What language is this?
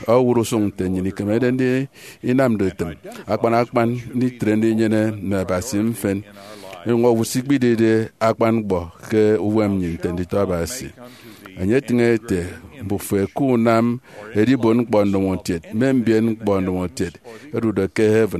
Efik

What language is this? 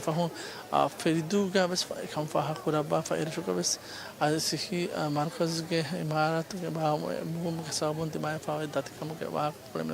Divehi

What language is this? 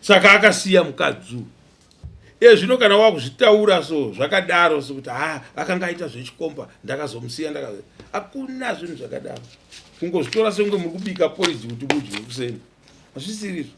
Shona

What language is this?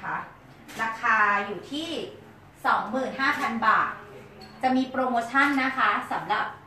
Thai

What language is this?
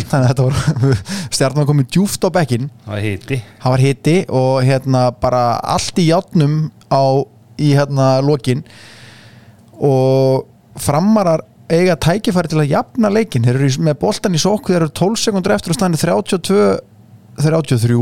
Icelandic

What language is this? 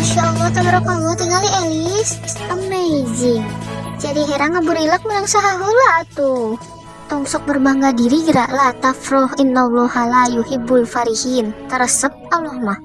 Sundanese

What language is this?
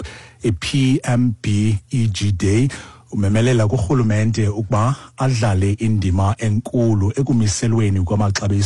Xhosa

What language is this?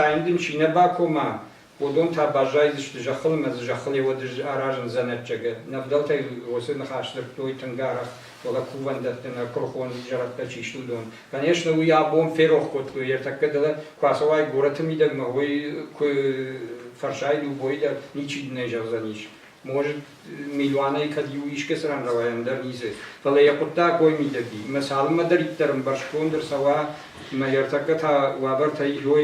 Ossetic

